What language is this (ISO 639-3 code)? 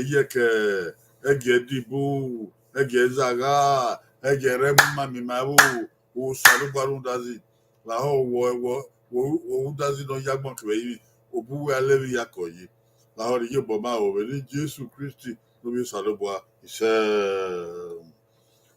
bin